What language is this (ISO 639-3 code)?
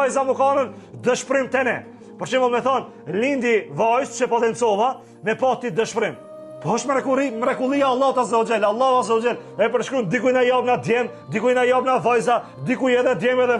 sqi